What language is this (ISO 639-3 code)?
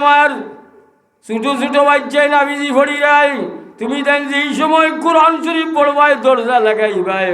syl